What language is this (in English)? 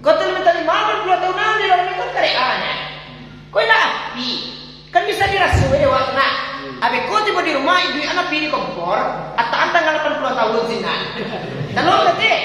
Minangkabau